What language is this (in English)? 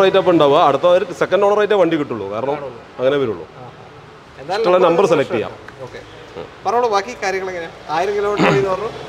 Malayalam